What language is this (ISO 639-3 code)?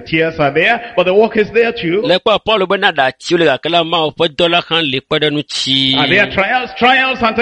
ewe